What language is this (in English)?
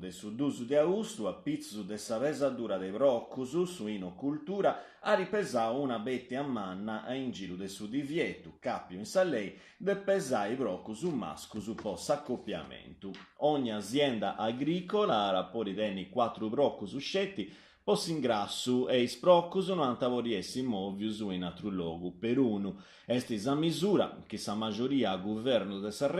Sardinian